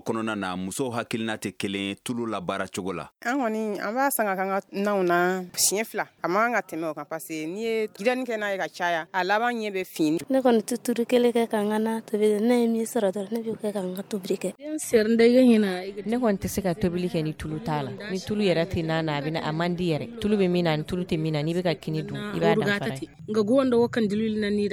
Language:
Bambara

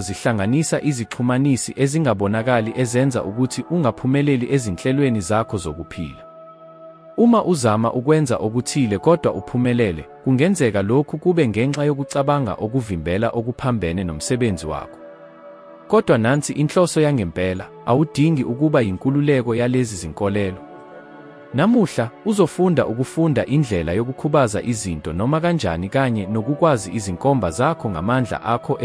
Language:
Zulu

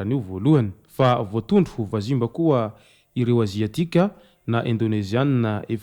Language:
Malagasy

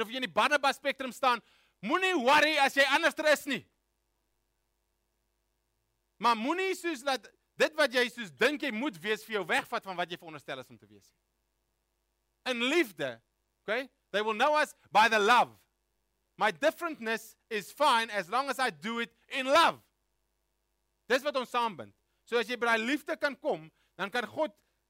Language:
Afrikaans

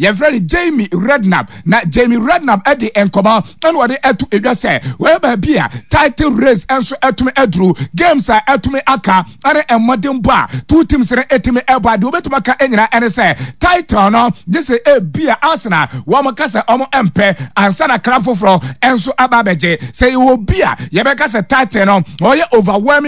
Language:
Akan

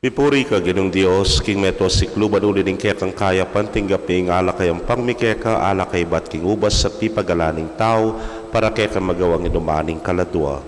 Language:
Pampanga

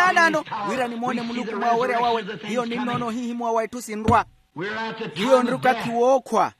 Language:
Makhuwa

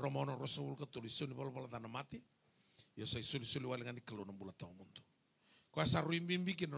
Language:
Fijian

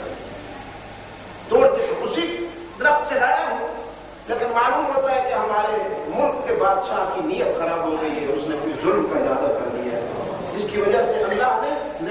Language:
Urdu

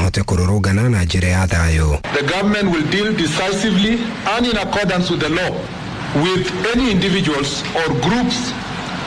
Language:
Kikuyu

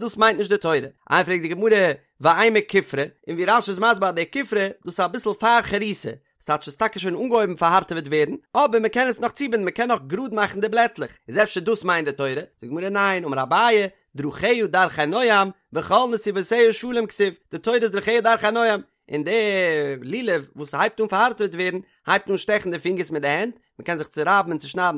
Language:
Yiddish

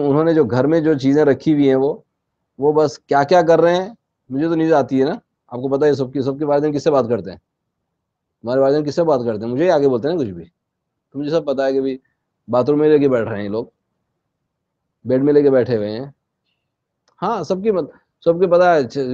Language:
Urdu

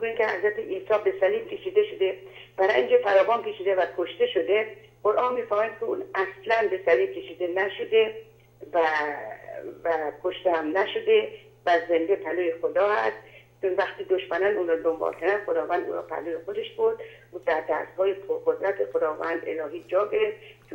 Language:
Persian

